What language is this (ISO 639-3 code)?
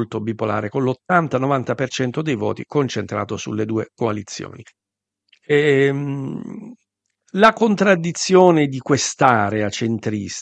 ita